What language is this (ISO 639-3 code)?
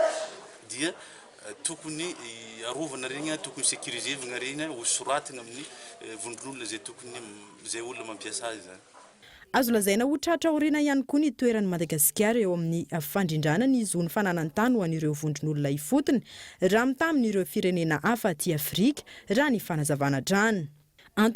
mlg